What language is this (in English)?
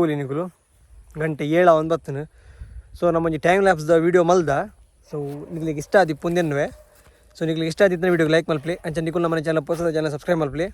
Tulu